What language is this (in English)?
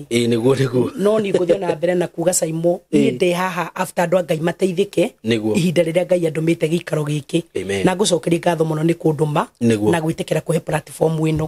Kikuyu